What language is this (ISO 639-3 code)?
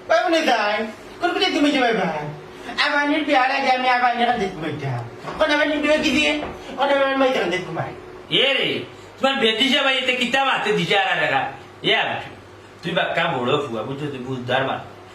syl